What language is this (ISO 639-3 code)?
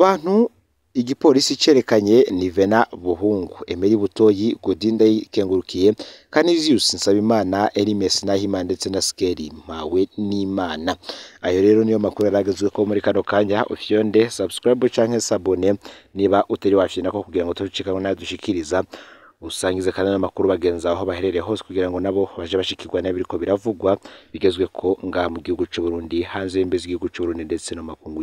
run